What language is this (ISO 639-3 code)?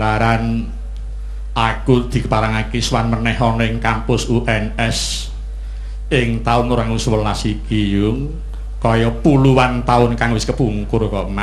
jav